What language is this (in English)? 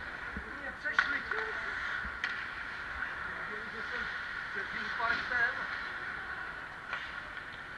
Czech